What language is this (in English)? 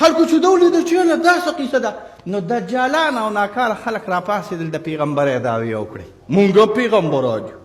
Pashto